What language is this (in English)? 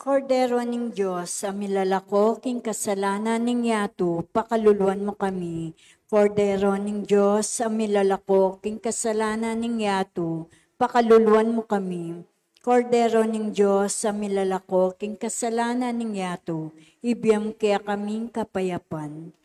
Pampanga